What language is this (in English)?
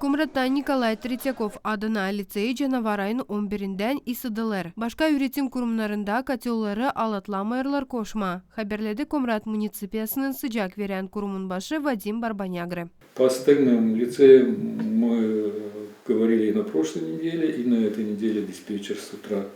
Gagauz